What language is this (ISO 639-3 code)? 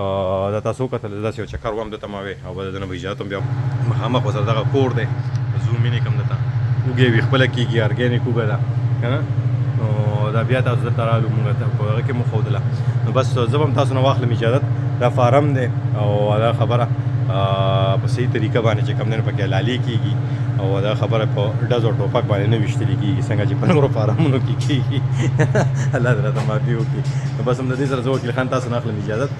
pus